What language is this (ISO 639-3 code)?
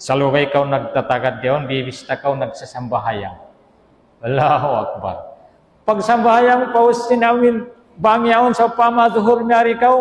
tsg